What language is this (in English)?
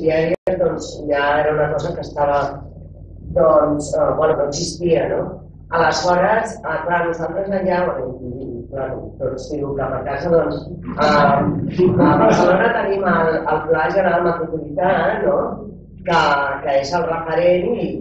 Catalan